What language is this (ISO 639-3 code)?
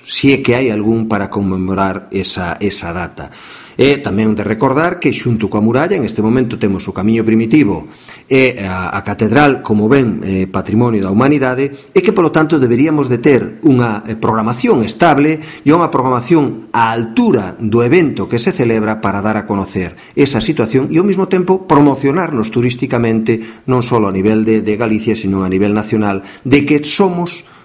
glg